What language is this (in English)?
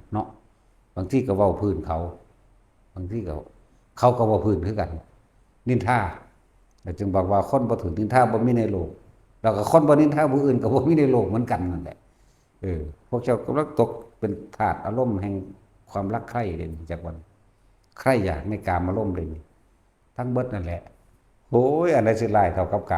Lao